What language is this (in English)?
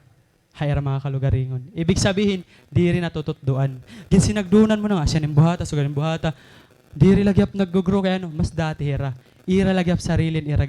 Waray